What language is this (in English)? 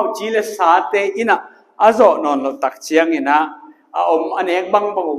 Tedim Chin